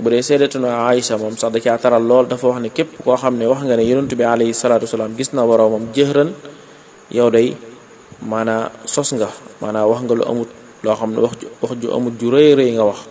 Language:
Wolof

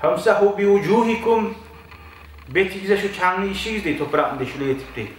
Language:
Kumyk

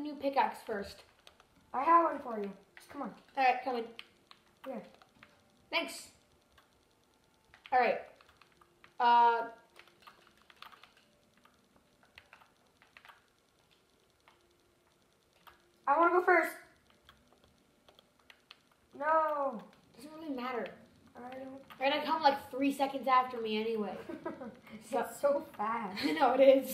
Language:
English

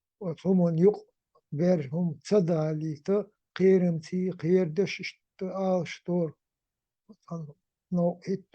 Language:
Chechen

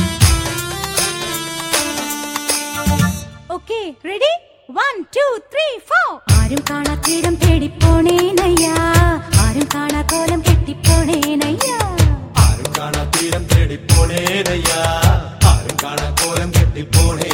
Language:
Malayalam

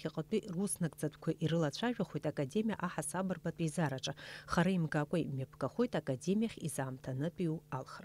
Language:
Abkhazian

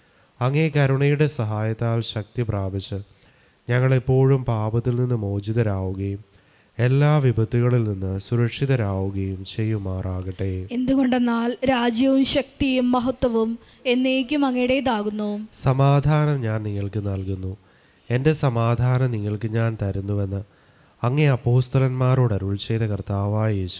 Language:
Malayalam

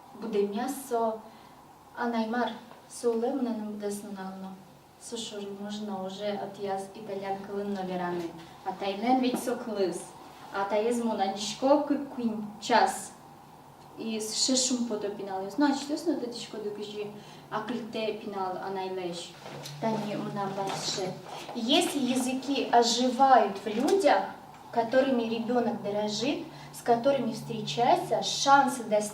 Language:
Udmurt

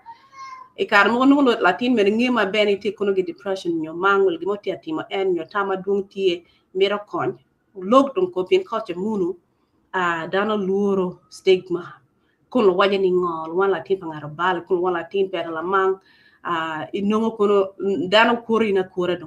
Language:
Acoli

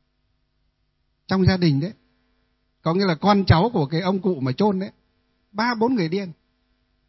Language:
Vietnamese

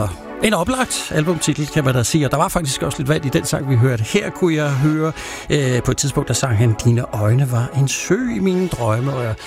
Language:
Danish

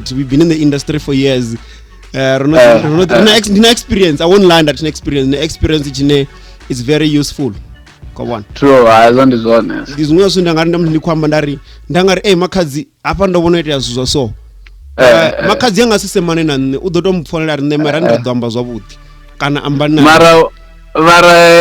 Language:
Venda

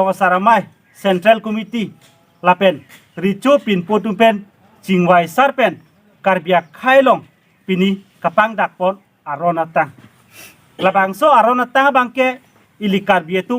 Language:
Karbi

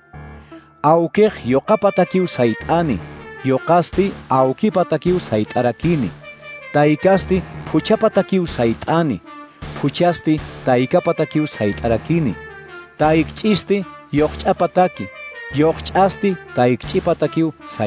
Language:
Aymara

